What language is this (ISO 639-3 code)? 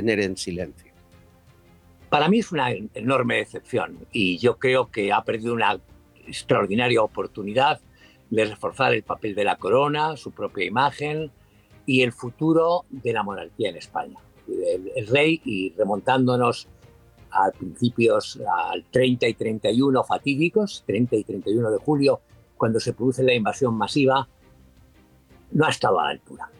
spa